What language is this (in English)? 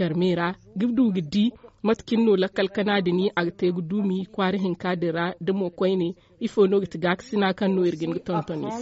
Zarma